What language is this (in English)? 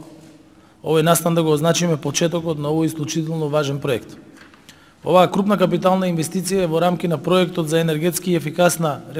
Macedonian